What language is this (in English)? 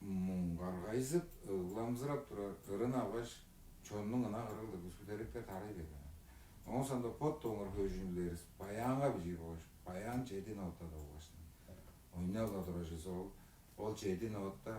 Tuvinian